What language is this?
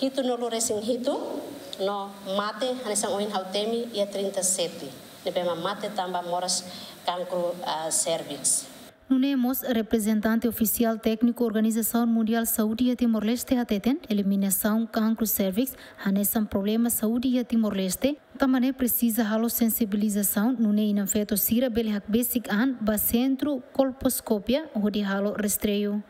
Tetum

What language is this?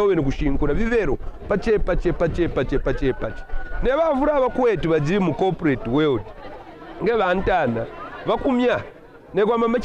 Kaonde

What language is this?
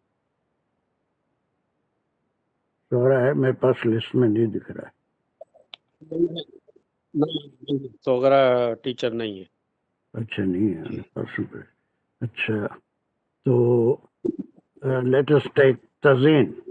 Urdu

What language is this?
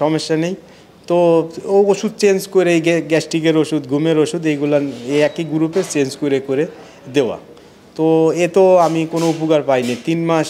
Bangla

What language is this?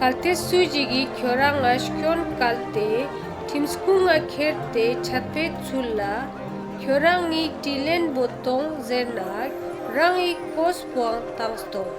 Ladakhi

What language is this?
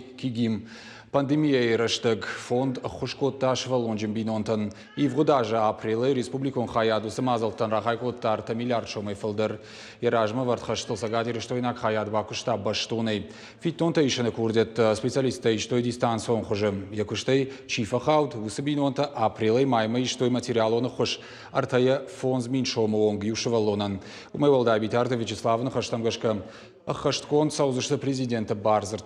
Ossetic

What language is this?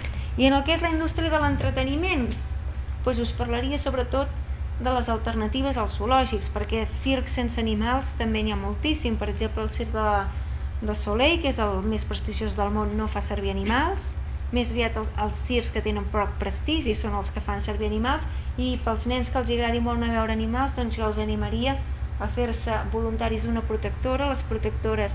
Catalan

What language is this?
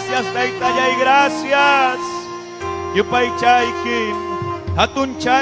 Ayacucho Quechua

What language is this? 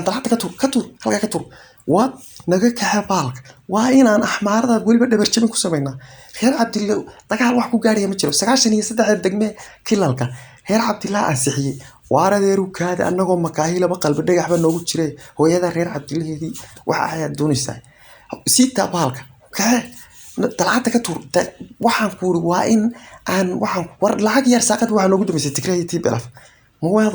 Somali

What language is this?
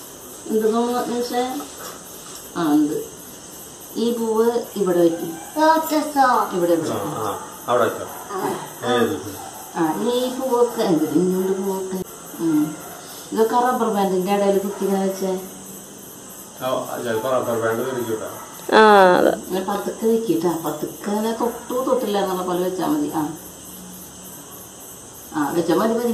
Malayalam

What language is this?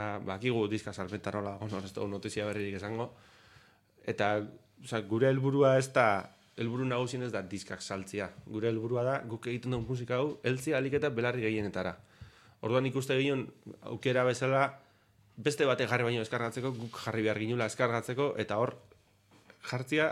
Basque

